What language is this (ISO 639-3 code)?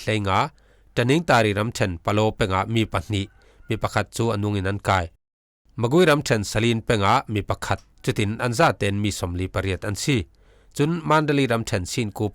cfm